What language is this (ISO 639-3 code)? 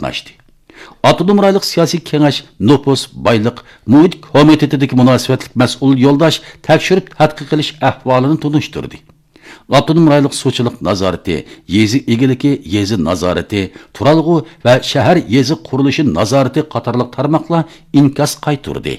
uig